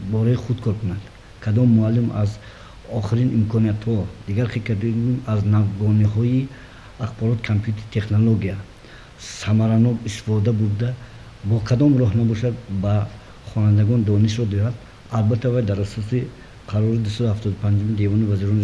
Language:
Tajik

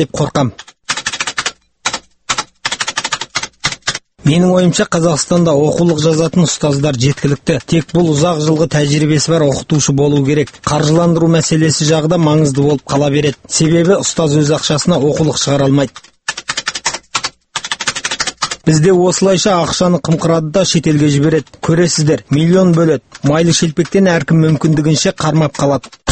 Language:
Kazakh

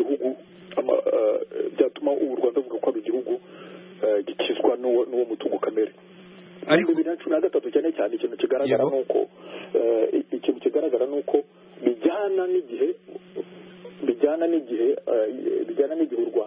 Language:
Kinyarwanda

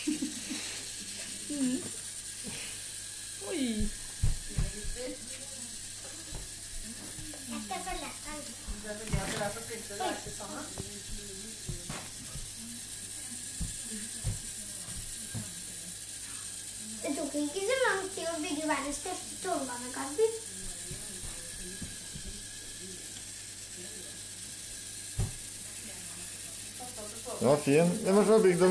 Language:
Norwegian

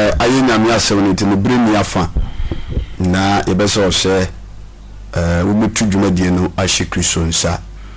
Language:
Akan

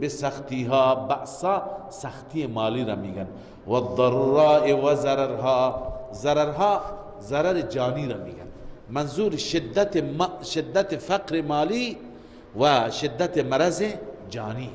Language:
Persian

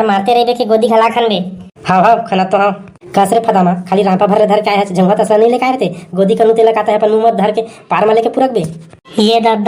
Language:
Chhattisgarhi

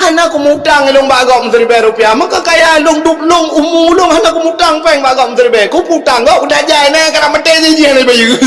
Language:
Achinese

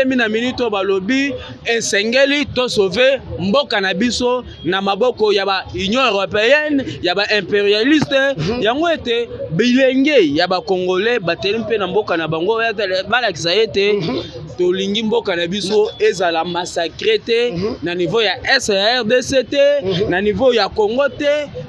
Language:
Lingala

